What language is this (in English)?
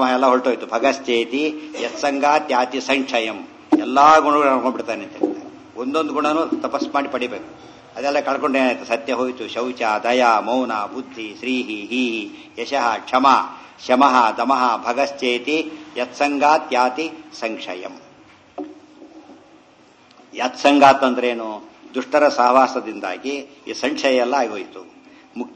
Kannada